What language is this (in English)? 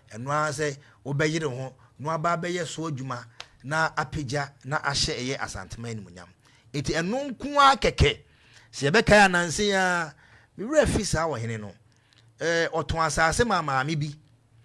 Akan